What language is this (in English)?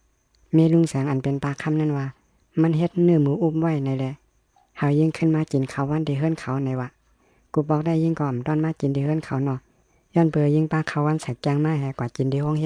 Shan